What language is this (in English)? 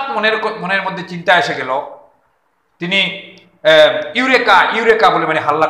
Bangla